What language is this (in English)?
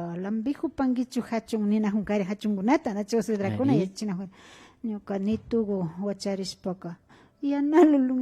Imbabura Highland Quichua